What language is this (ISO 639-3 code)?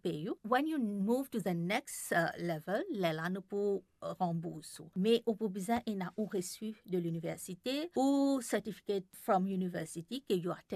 mfe